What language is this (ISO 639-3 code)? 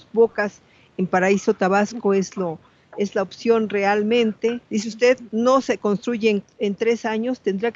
spa